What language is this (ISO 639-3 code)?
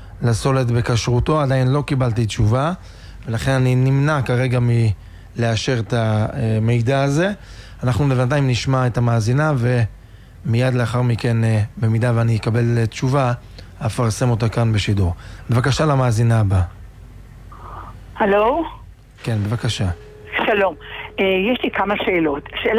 heb